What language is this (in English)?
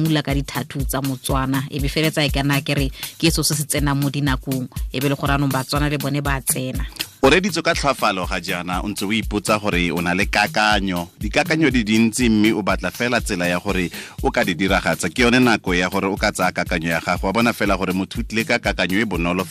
Tswana